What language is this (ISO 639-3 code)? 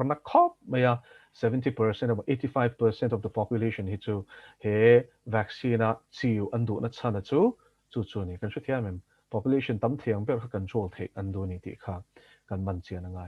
lus